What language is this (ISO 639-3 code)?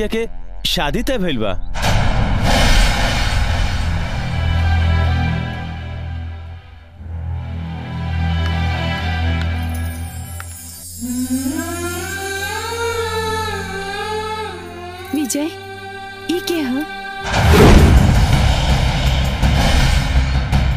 bho